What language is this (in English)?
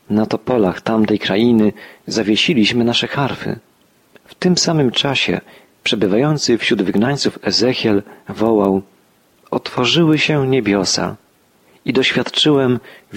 Polish